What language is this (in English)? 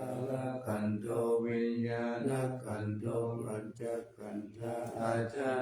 Pali